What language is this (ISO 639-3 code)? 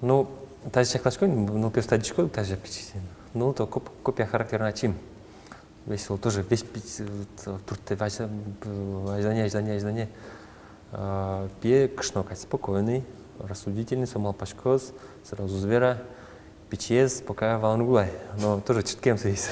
udm